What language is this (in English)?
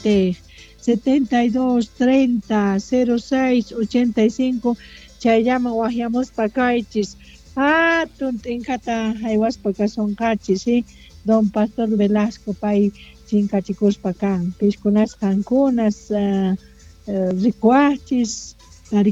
South Bolivian Quechua